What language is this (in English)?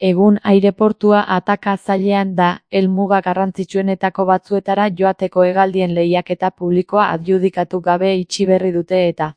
Basque